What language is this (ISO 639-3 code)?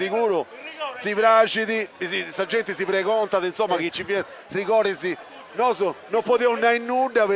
srd